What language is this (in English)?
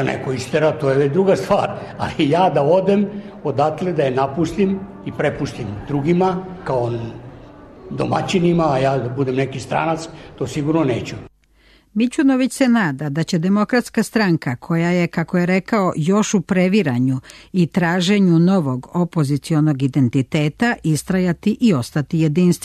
Serbian